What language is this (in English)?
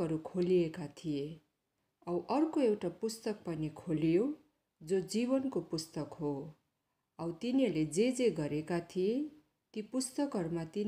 Nepali